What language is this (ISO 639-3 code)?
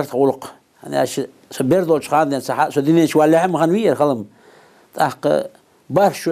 inh